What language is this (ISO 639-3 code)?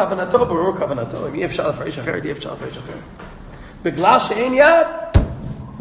heb